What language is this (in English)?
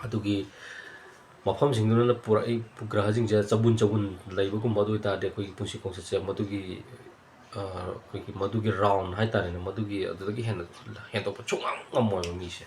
Manipuri